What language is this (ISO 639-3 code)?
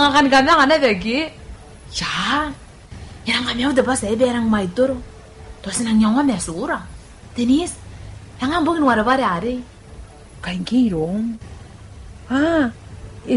gil